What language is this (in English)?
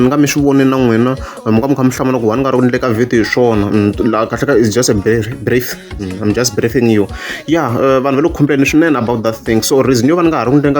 Tsonga